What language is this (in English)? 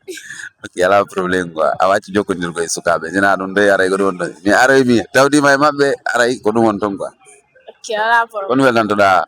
Fula